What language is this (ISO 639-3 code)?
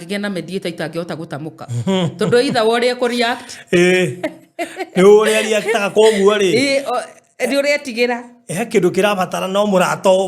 kik